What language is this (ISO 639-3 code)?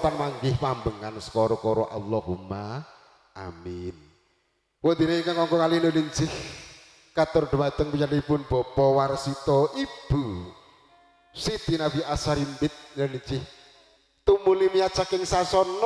jav